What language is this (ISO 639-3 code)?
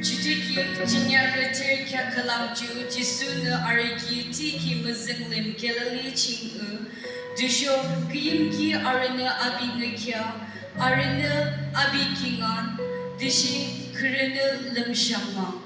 yim